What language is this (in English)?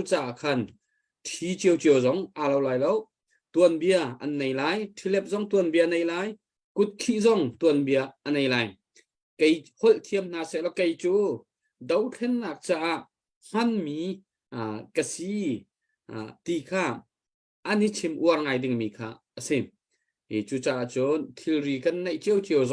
Hakha Chin